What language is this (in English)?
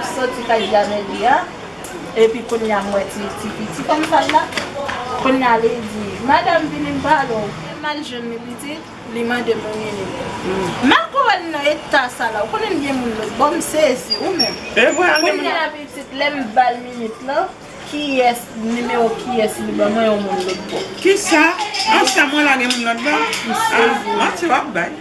Haitian Creole